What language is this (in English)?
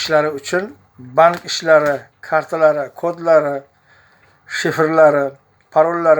Uzbek